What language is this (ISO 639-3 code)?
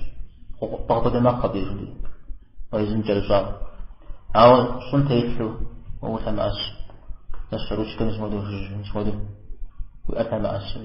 kbd